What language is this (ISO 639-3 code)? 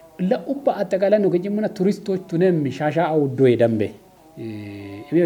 kbr